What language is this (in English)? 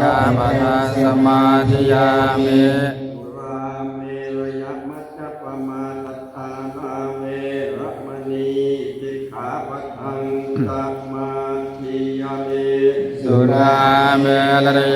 Pali